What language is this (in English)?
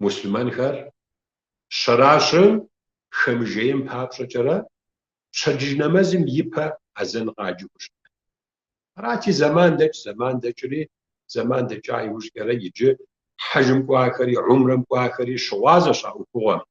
Kabardian